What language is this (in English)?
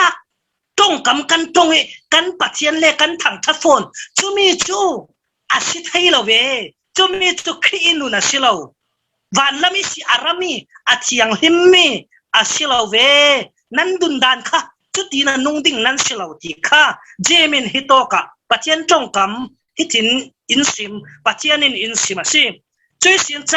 Falam Chin